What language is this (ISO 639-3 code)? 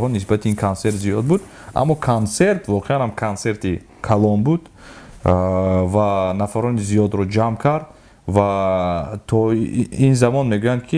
tgk